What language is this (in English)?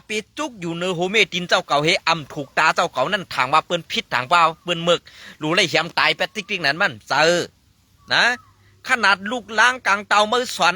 Shan